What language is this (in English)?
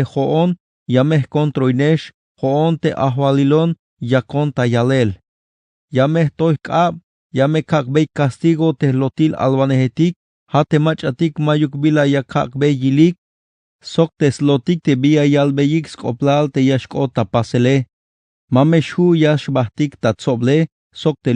Tzeltal